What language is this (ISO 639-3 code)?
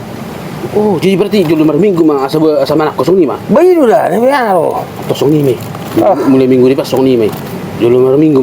bbc